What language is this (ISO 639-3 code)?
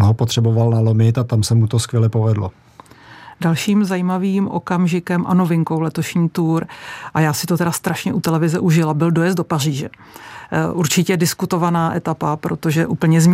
ces